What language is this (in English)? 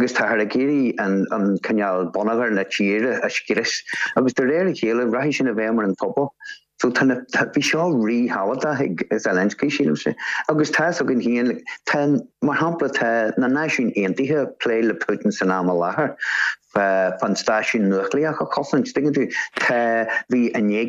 Irish